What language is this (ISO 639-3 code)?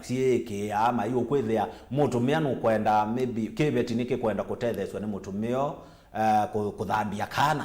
kam